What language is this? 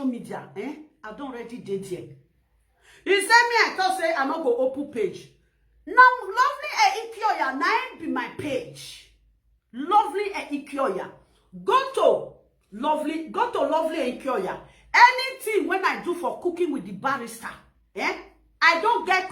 Nigerian Pidgin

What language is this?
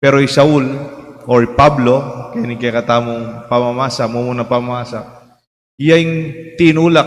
Pampanga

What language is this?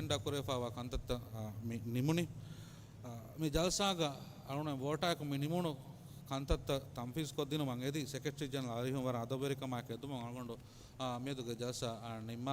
Divehi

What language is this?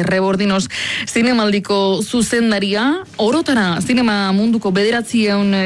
Basque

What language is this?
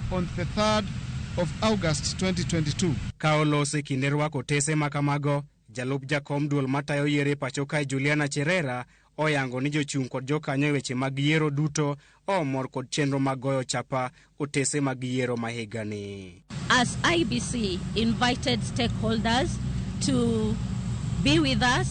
Luo (Kenya and Tanzania)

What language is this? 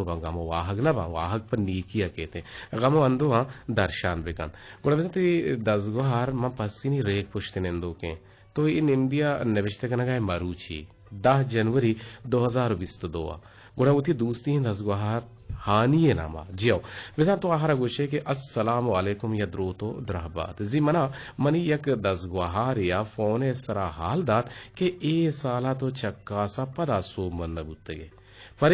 Eastern Balochi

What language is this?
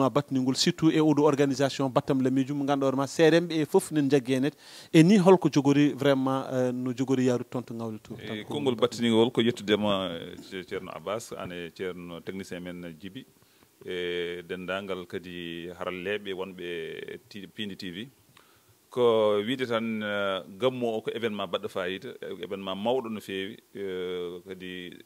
Fula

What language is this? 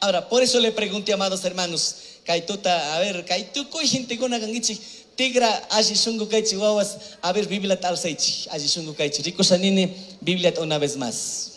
Chimborazo Highland Quichua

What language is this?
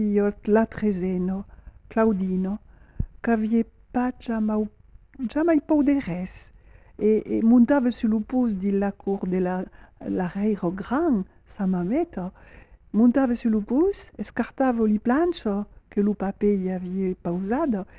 Occitan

